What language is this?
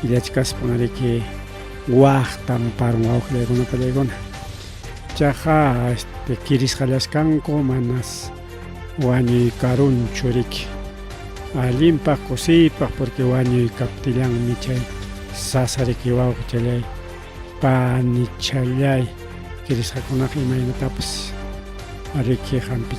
Ayacucho Quechua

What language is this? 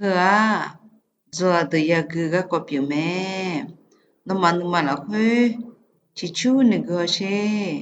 Akha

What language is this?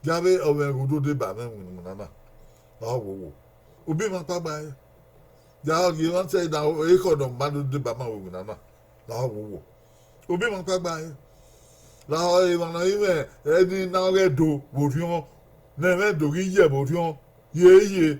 Bini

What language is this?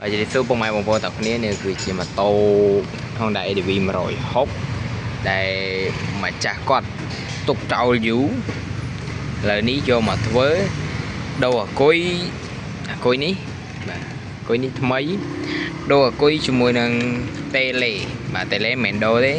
Khmer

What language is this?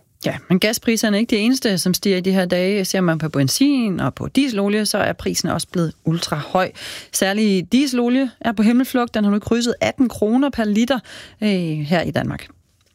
Danish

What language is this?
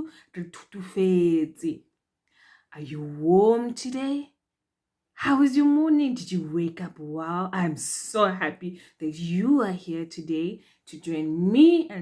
Tswana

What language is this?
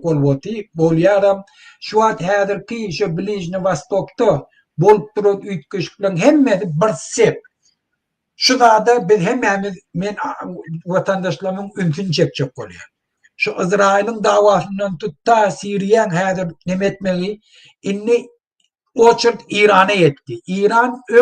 Turkmen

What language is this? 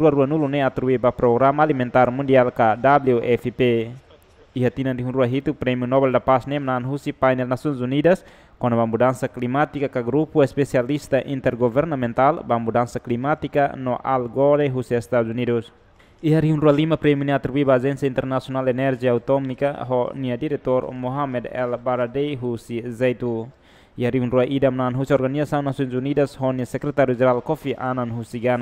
Tetum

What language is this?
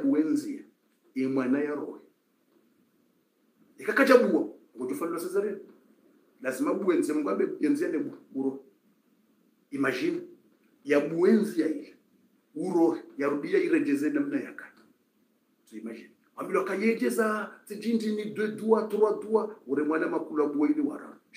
Swahili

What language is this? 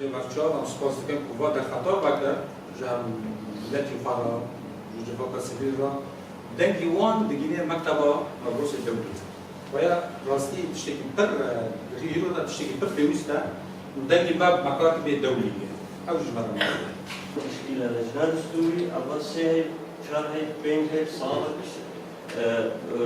Kurdish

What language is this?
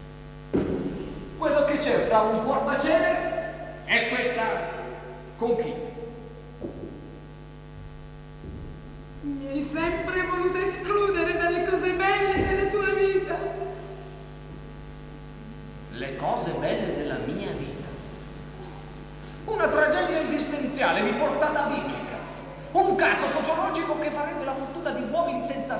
Italian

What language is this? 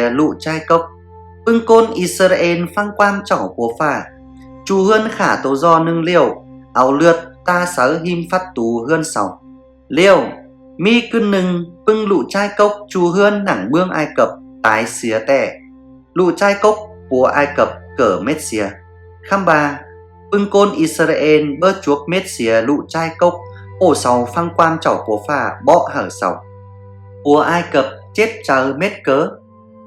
Tai Dam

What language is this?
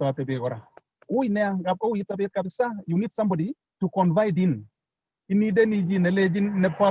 Kalenjin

